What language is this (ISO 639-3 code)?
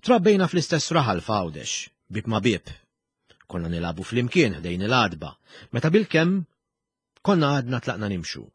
mlt